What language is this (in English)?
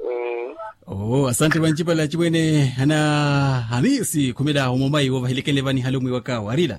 Makhuwa